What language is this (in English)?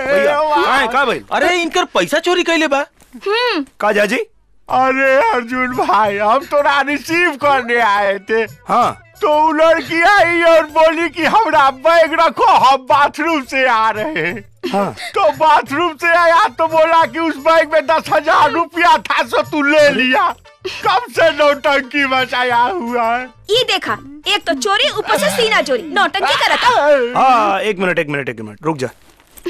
Bhojpuri